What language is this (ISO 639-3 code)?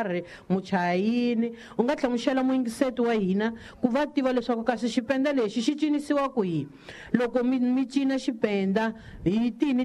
tso